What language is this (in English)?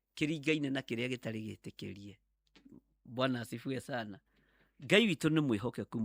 Kikuyu